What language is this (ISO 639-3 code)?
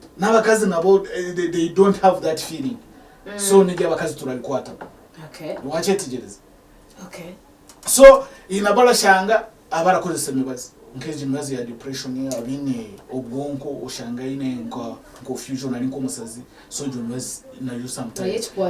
nyn